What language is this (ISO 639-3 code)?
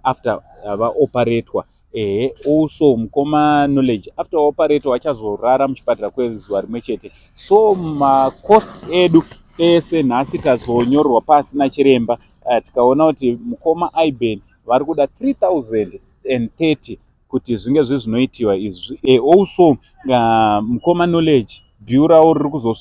sna